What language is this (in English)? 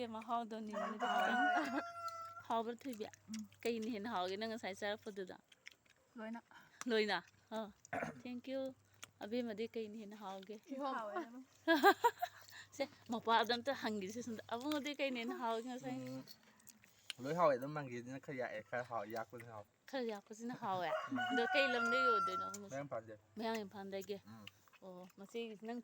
Manipuri